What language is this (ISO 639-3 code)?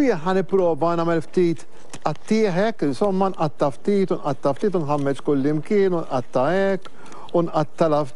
mlt